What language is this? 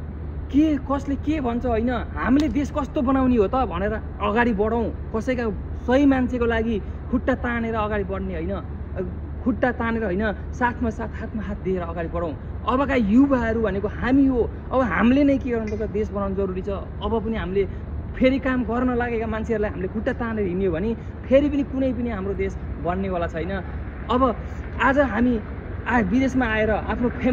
Nepali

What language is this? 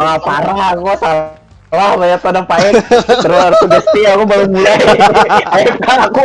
Banjar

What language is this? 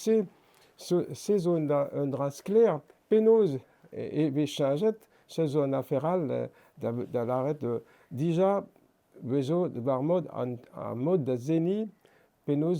Breton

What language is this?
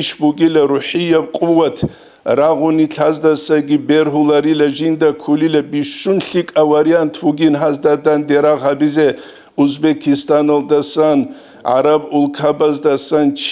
Avaric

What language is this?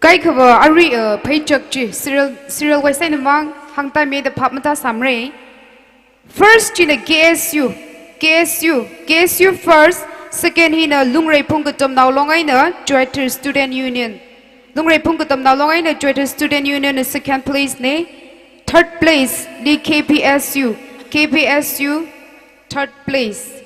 Tangkhul Naga (India)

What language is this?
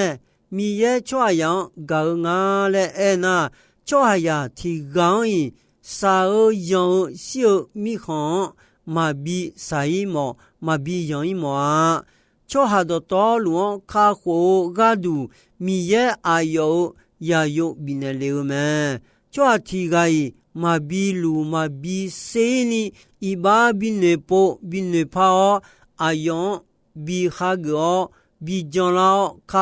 Akha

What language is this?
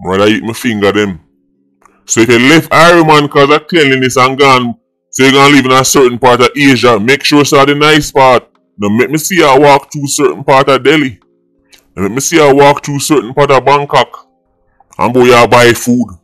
Jamaican Creole English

